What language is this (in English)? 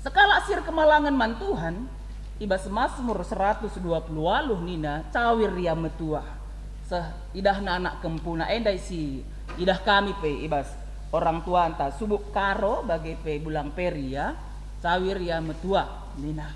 Batak Karo